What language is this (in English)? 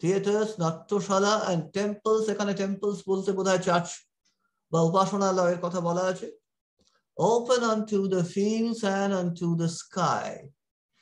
Bangla